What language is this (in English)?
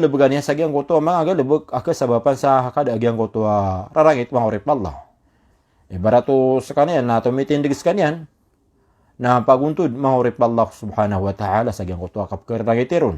Maranao